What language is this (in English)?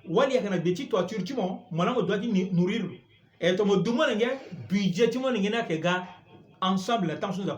Sango